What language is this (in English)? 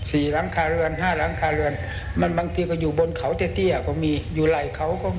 Thai